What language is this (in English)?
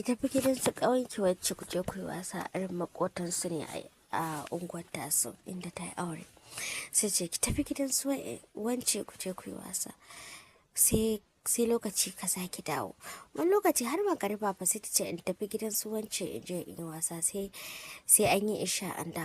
Hausa